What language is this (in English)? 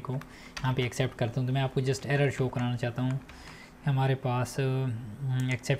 Hindi